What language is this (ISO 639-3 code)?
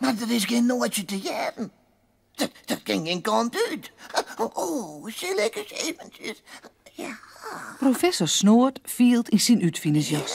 fry